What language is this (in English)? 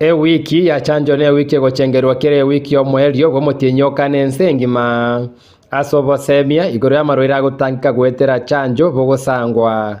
Gusii